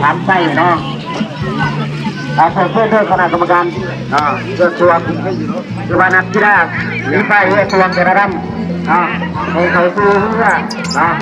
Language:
Lao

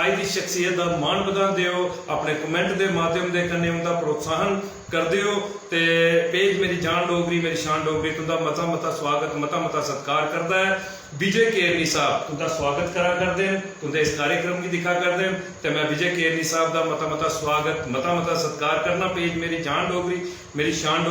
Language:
Dogri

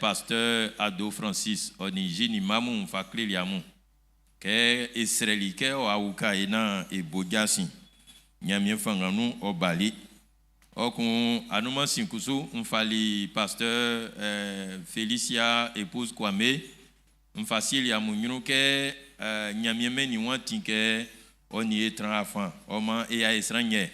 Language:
Baoulé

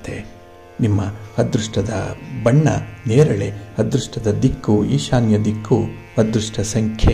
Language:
Kannada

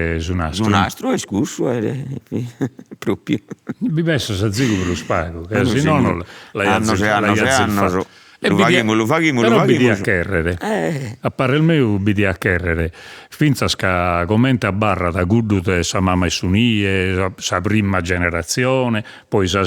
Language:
Sardinian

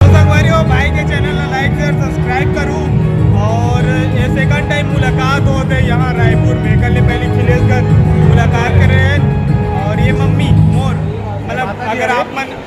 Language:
Chhattisgarhi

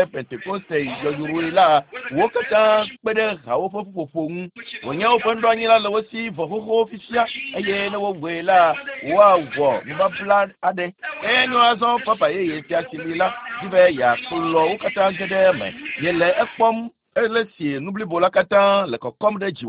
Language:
Ewe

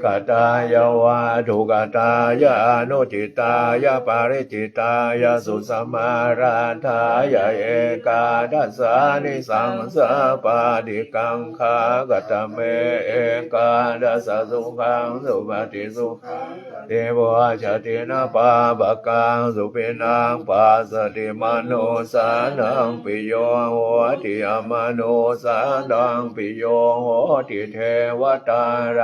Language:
Pali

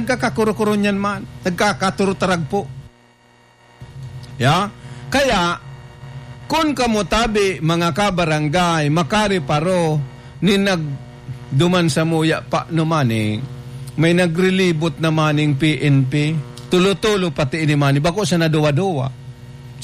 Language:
Bikol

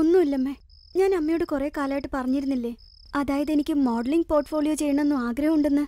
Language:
Malayalam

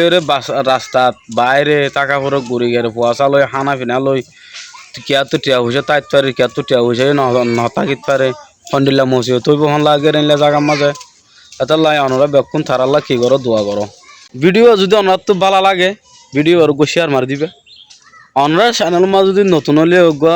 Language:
Rohingya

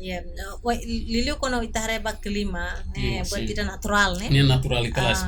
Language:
Tetum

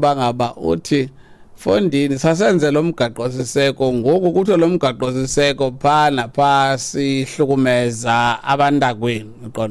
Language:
Xhosa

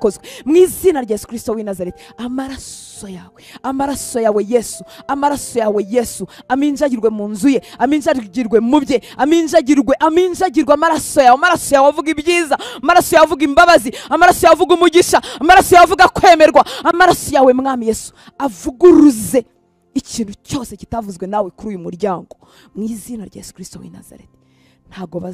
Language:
Kinyarwanda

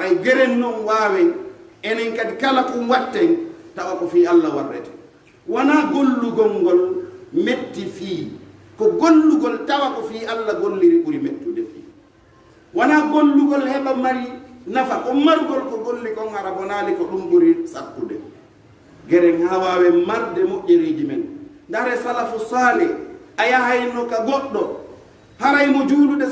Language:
Pular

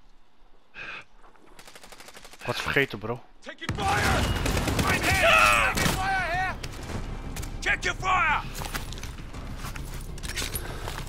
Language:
Dutch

